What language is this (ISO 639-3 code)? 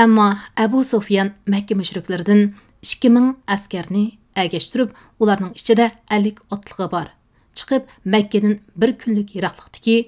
uig